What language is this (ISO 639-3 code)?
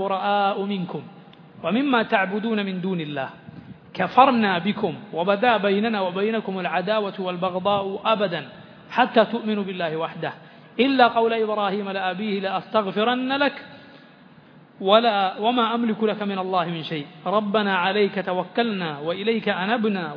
mal